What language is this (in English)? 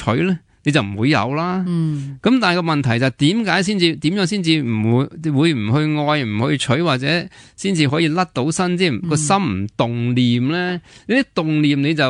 Cantonese